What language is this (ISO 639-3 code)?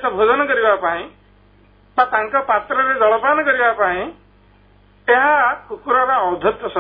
ori